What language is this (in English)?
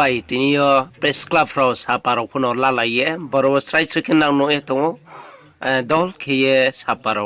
Riang (India)